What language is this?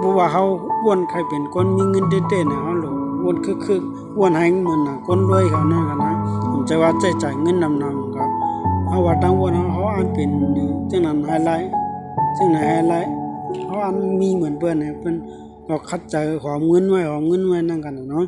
Shan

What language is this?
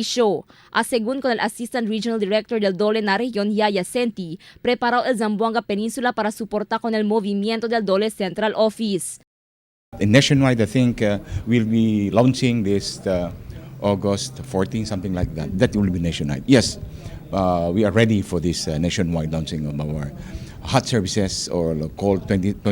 Chavacano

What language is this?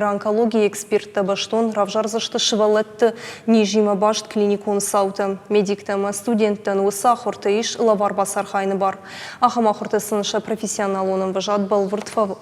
Ossetic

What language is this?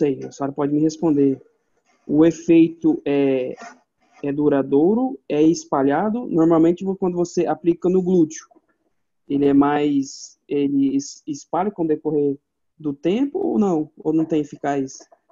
Portuguese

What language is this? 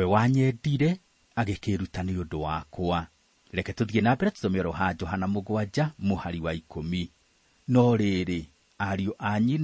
Kikuyu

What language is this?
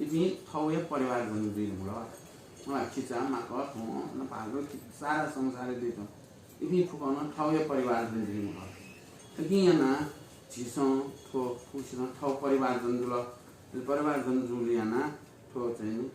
Newari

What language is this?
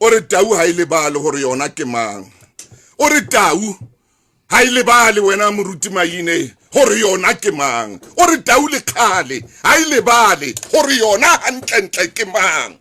Southern Sotho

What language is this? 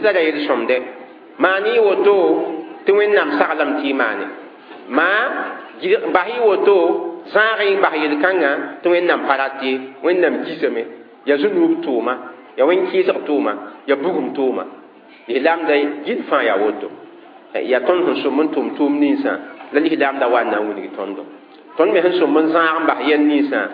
Mossi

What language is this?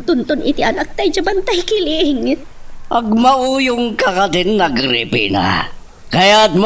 Iloko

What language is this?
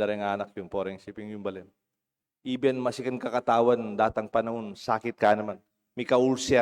Pampanga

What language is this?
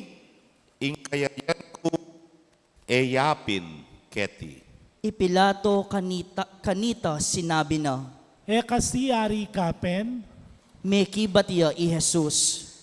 Pampanga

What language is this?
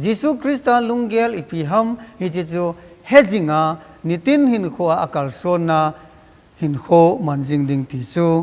Thado Chin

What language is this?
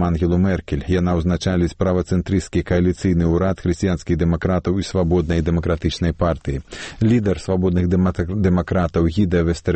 Belarusian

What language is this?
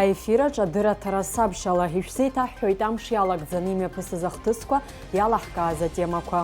Abkhazian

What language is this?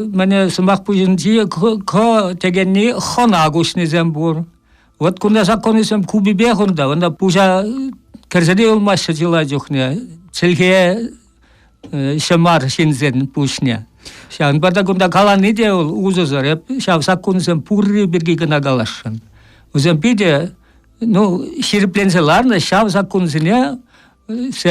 Chuvash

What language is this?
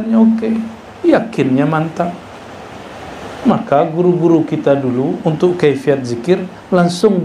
Indonesian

